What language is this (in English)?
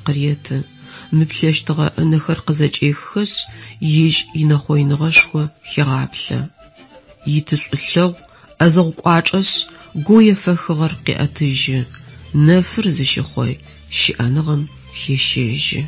Adyghe